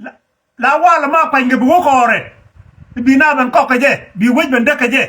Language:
Nuer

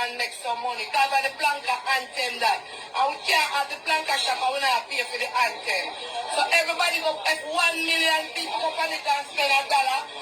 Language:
Jamaican Creole English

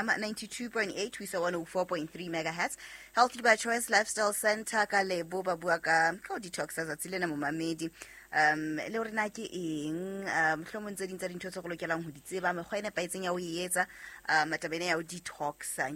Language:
Southern Sotho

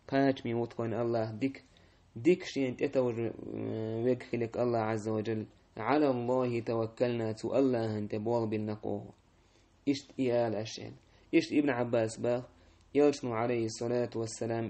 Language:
Chechen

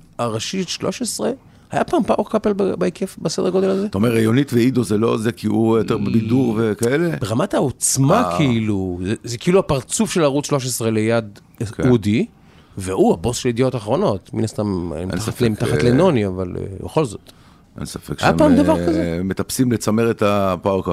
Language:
Hebrew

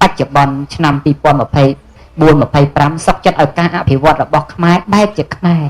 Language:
Khmer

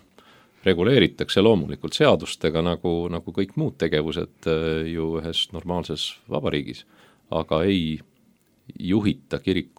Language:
Estonian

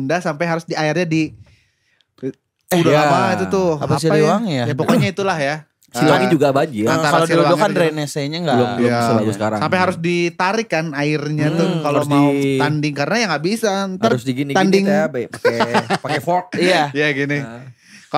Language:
Indonesian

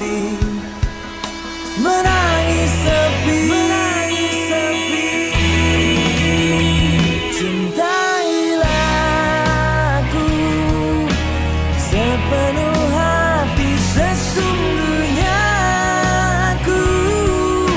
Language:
Indonesian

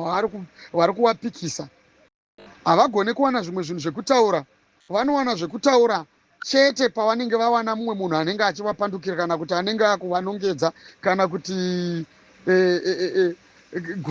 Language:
Shona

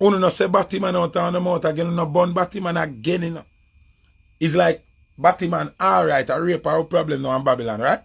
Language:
Jamaican Creole English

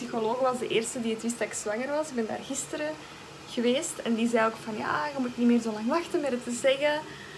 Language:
Dutch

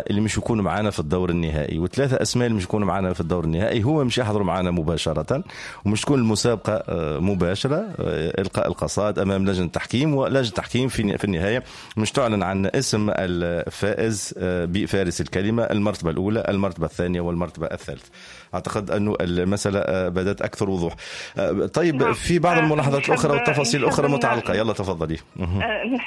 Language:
Tunisian Arabic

